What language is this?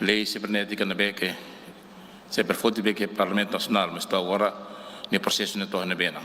Tetum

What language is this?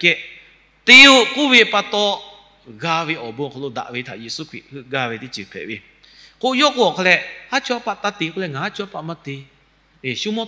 Lahu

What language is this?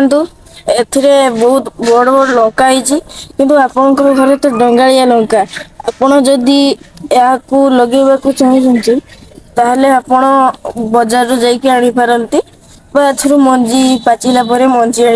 Odia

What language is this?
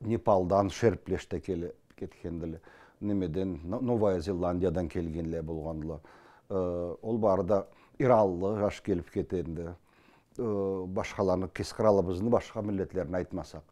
Karachay-Balkar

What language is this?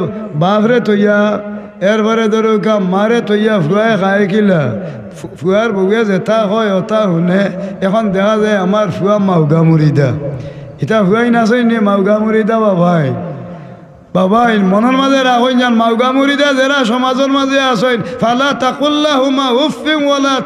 Sylheti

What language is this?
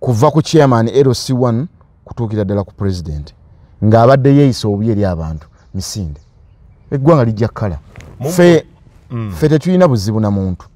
Ganda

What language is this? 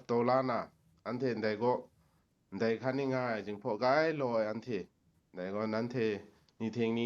Kachin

